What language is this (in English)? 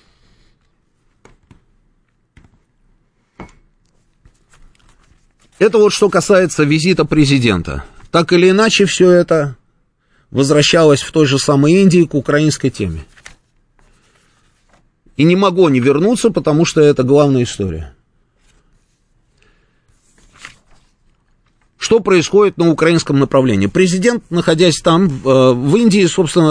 Russian